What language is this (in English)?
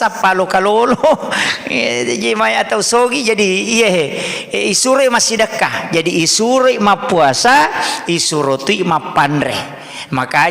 Buginese